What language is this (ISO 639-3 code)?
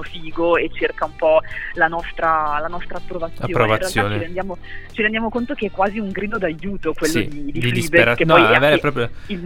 ita